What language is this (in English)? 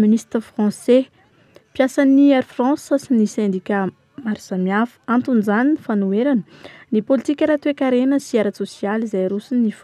Malagasy